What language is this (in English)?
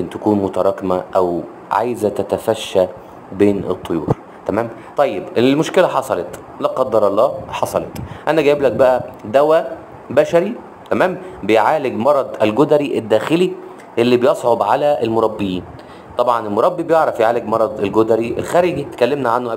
Egyptian Arabic